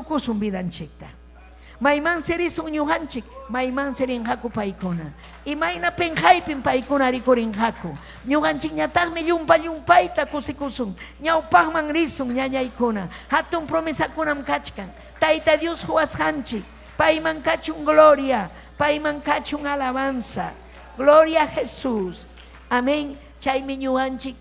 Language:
Ayacucho Quechua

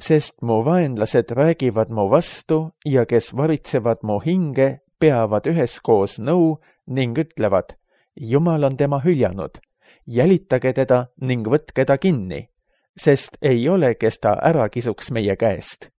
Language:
Estonian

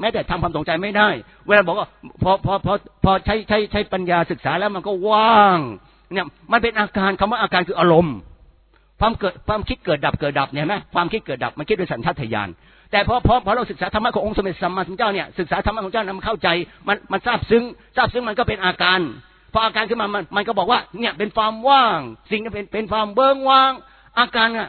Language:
Thai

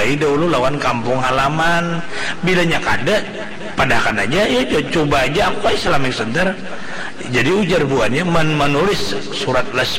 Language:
Banjar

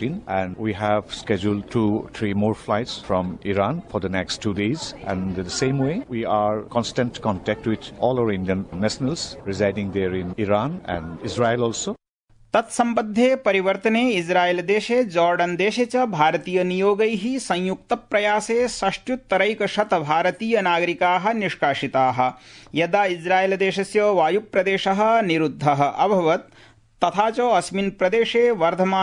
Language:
Sanskrit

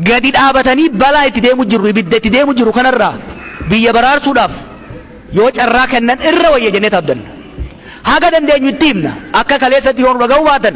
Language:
Oromo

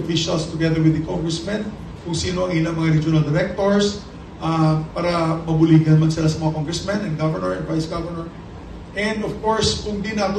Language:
Hiligaynon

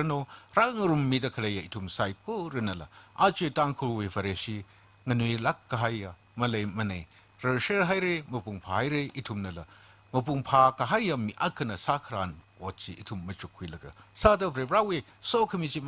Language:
Tangkhul Naga (India)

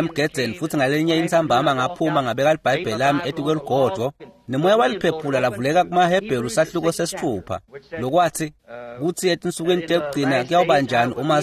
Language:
Swati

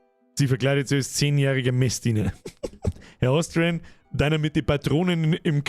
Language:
Bavarian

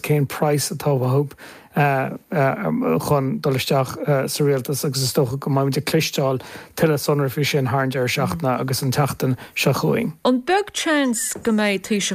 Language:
Irish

